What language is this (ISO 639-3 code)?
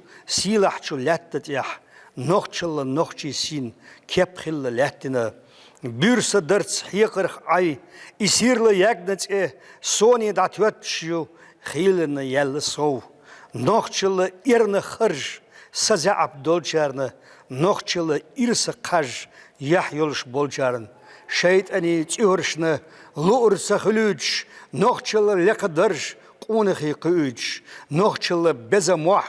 che